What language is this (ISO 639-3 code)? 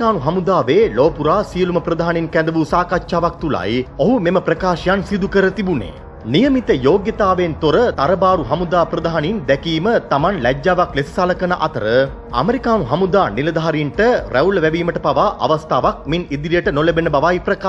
sin